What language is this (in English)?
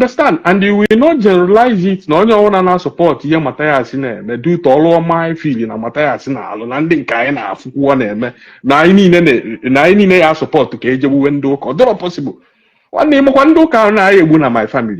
Igbo